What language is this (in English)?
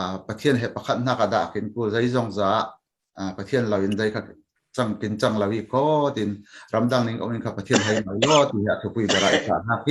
Falam Chin